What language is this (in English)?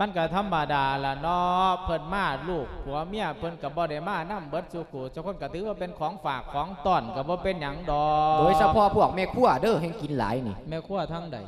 Lao